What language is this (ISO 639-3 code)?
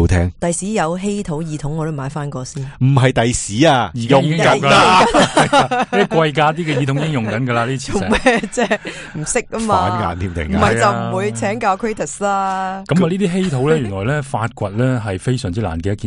yue